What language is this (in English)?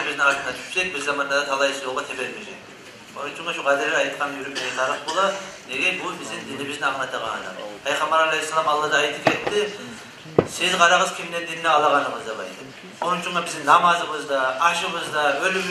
Kumyk